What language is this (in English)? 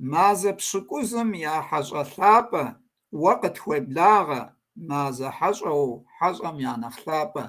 Kabardian